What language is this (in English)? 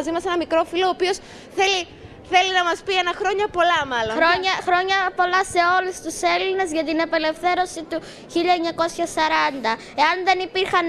Greek